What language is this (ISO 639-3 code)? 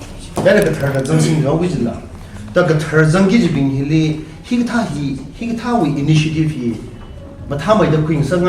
nmf